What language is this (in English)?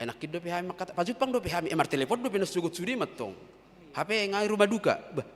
Batak Toba